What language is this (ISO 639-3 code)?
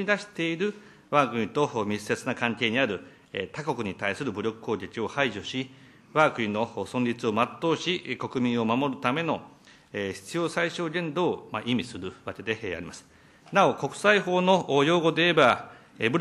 jpn